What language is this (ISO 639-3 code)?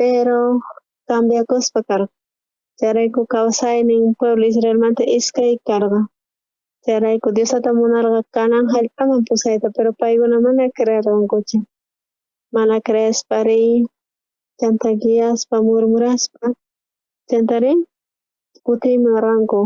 quh